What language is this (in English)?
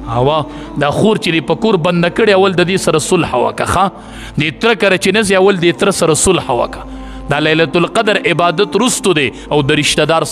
Pashto